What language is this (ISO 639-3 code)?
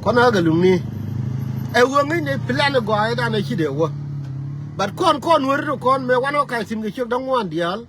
nus